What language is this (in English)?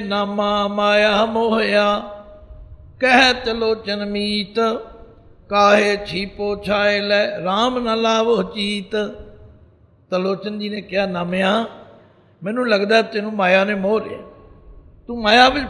Punjabi